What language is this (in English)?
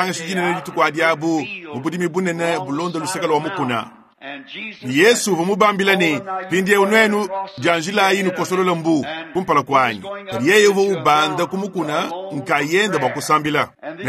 Luba-Lulua